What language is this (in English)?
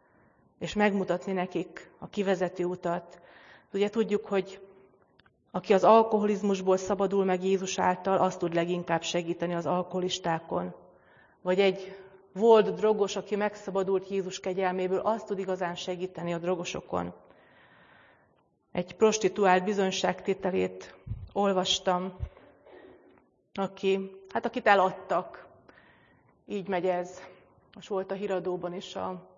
Hungarian